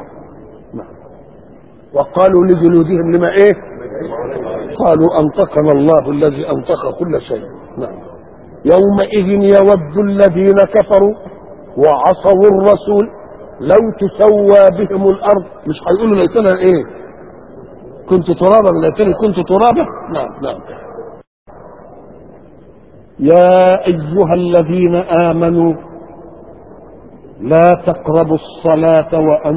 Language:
Egyptian Arabic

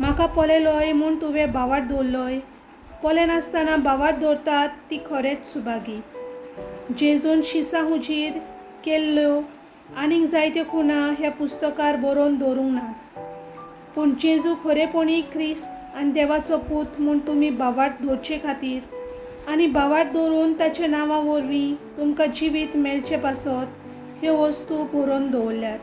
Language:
Konkani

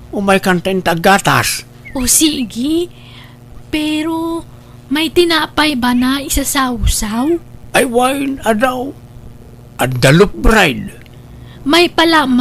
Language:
Iloko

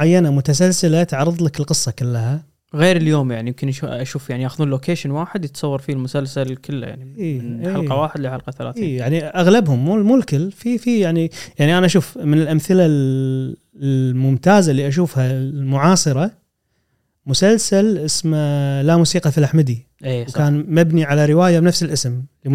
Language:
Gulf Arabic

